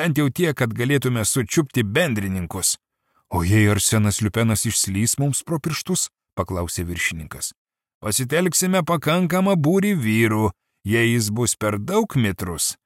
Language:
Lithuanian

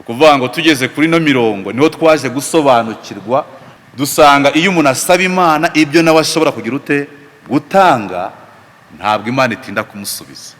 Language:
Kinyarwanda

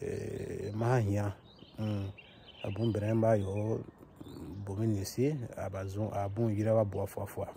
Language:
Bomu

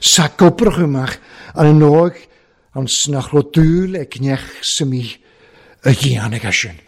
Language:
Welsh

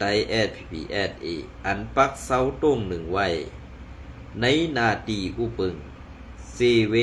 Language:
Shan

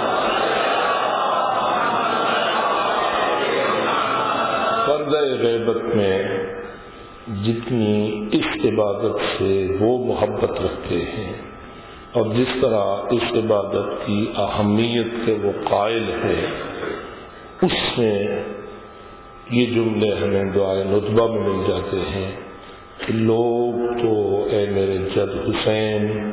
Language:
Urdu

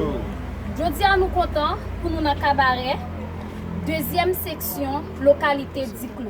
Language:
Haitian Creole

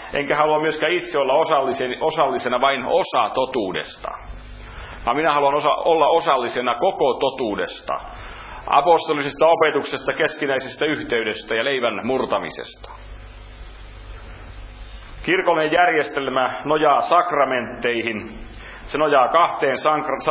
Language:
Finnish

